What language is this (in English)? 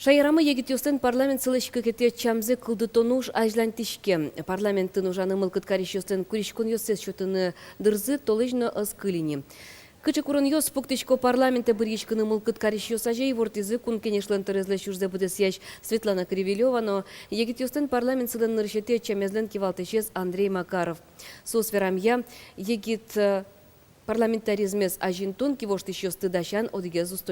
Udmurt